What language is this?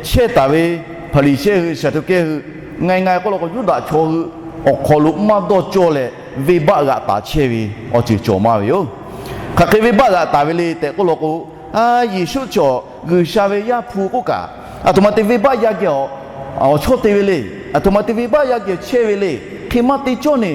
Lahu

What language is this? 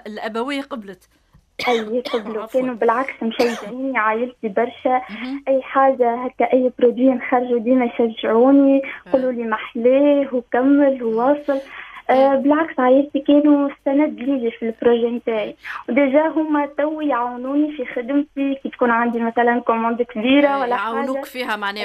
Tunisian Arabic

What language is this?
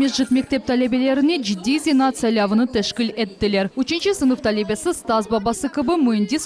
Crimean Tatar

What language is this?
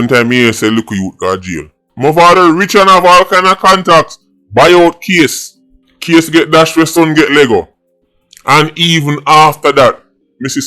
Jamaican Creole English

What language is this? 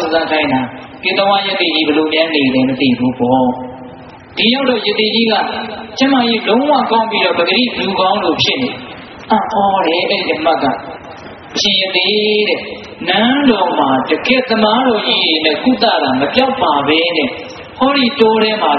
Burmese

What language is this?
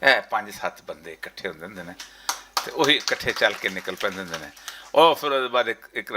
Western Panjabi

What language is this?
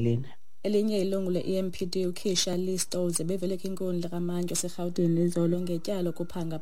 Xhosa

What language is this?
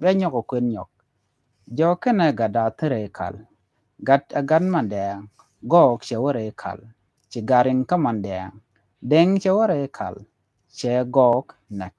Nuer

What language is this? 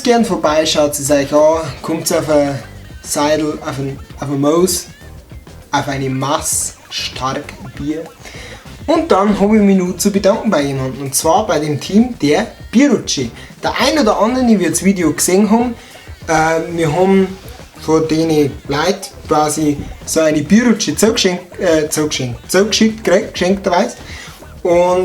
Bavarian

